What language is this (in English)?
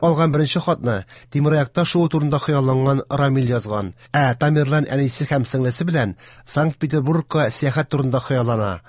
Tatar